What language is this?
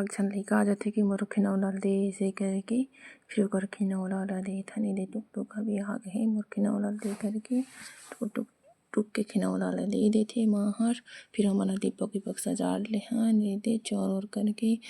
Chhattisgarhi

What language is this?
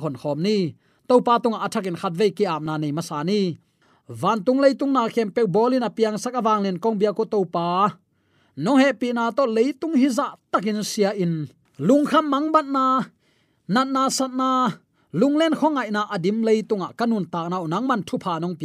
Tedim Chin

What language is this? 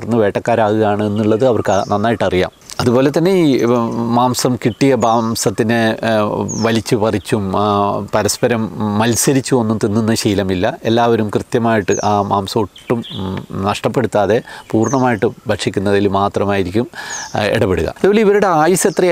Malayalam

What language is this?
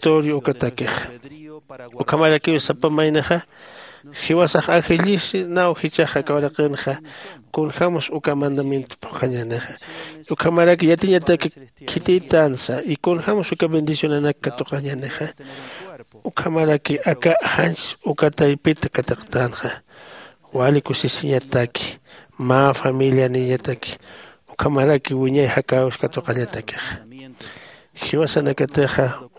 Aymara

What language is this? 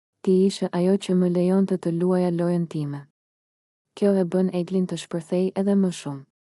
Albanian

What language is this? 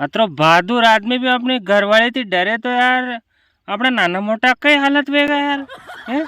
Rajasthani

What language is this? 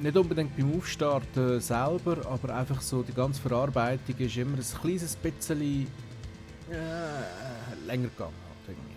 Swiss German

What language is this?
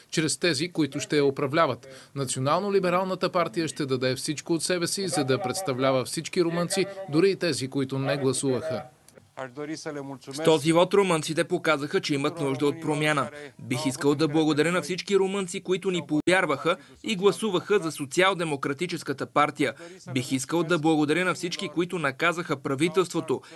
Bulgarian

